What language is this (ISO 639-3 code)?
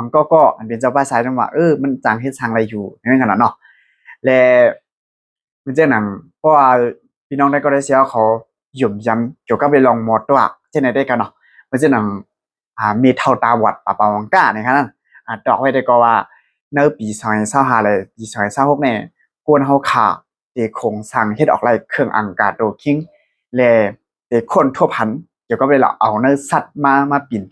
shn